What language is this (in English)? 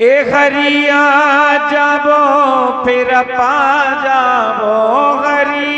Dogri